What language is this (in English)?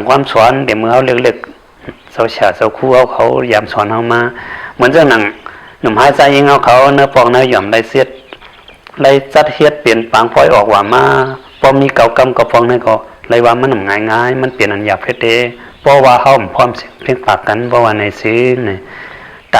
Shan